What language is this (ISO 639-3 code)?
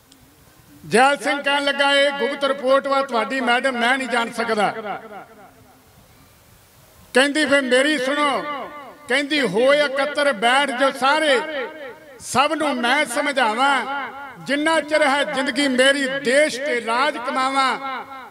pan